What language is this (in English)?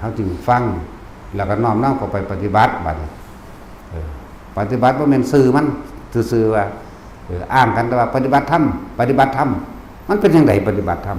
Lao